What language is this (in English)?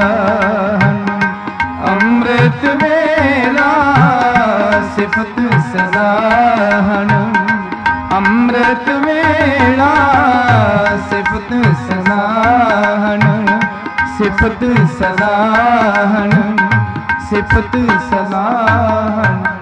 Punjabi